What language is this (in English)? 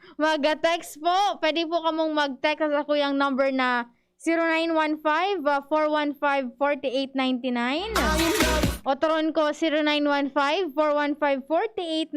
Bikol